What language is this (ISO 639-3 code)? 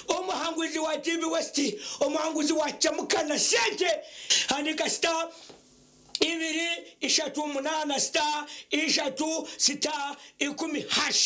nyn